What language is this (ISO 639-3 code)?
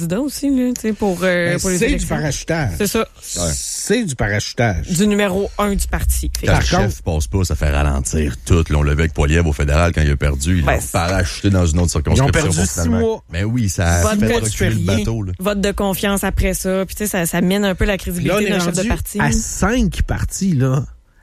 fra